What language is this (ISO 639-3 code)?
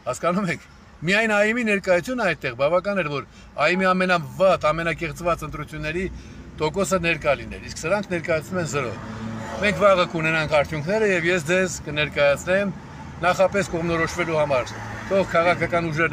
hye